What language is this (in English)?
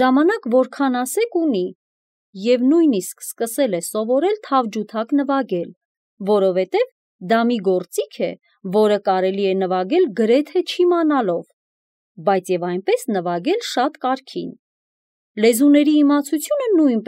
Armenian